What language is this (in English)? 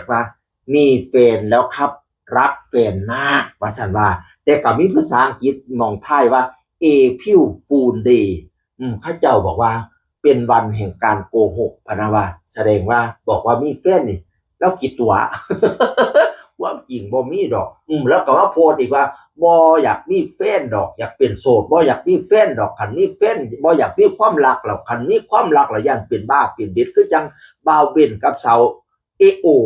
Northeastern Thai